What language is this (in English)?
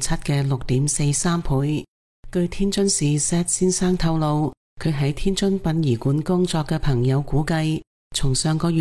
Cantonese